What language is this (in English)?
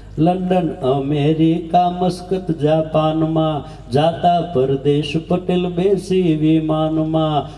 Gujarati